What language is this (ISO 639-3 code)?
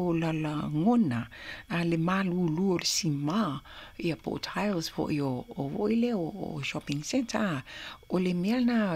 smo